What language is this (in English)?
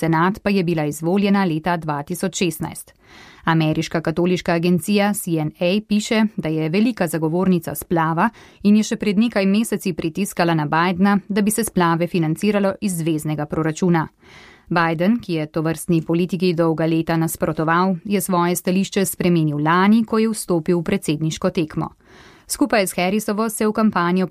Slovenian